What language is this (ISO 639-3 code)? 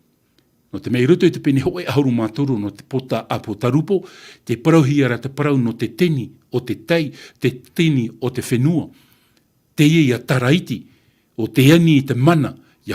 tah